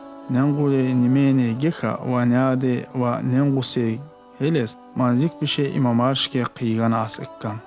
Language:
Tsakhur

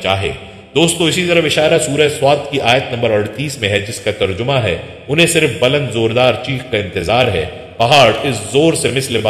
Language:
Urdu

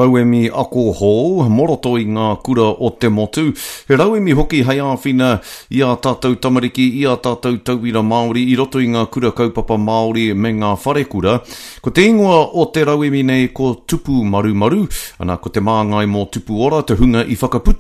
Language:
Māori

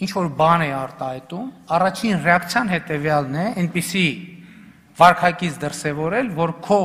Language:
Armenian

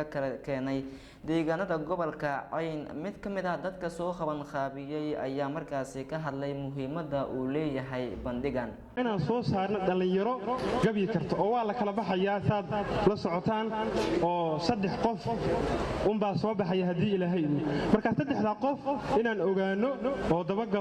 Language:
Somali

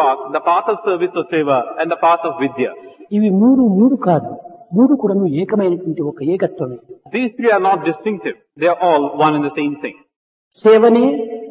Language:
Telugu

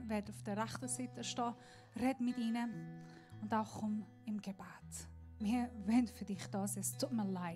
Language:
Swiss German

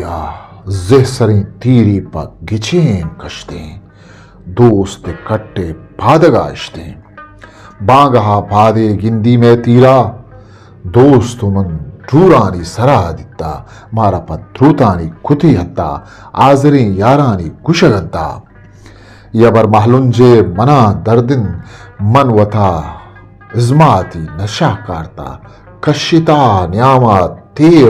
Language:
Eastern Balochi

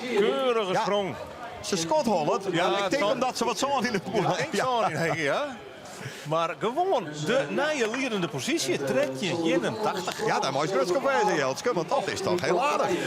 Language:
Western Frisian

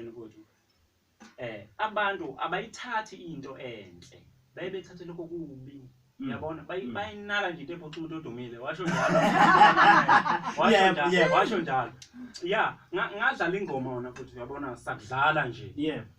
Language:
Zulu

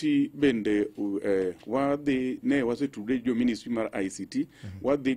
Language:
Luo (Kenya and Tanzania)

